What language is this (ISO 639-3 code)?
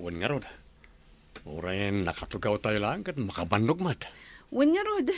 ilo